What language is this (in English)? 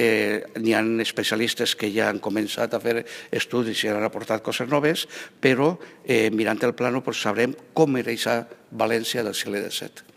Catalan